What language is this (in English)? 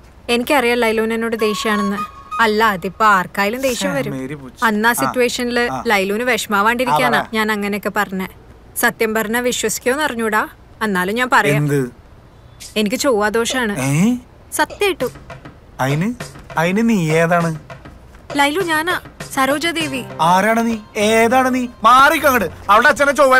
Malayalam